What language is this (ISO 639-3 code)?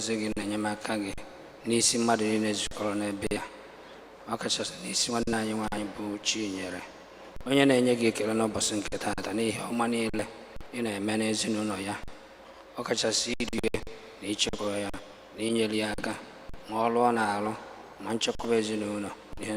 ibo